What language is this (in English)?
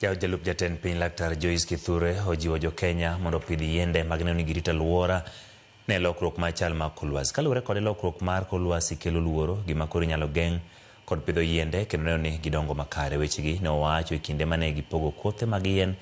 Luo (Kenya and Tanzania)